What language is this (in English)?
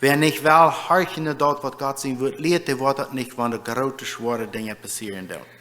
Plautdietsch